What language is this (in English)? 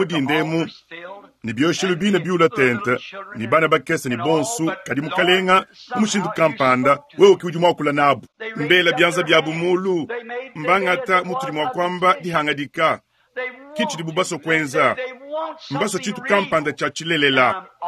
Luba-Lulua